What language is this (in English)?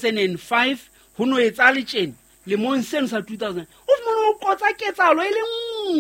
Southern Sotho